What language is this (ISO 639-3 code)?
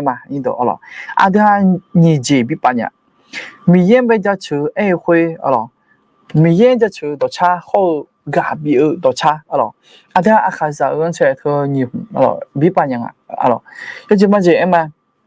ahk